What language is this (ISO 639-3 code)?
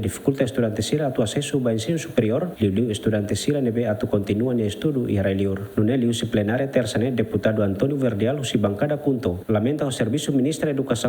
tet